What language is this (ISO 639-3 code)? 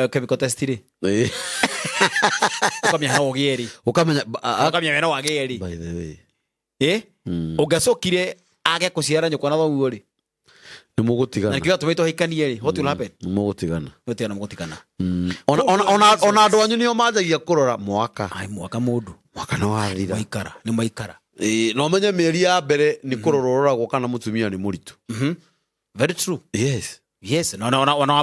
kik